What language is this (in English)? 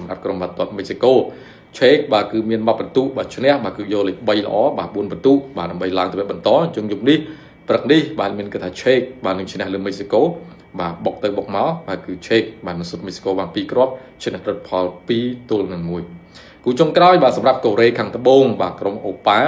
Khmer